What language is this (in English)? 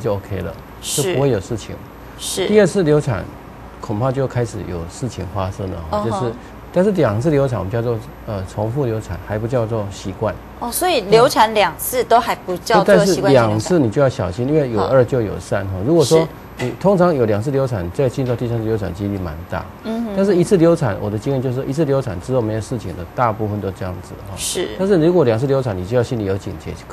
Chinese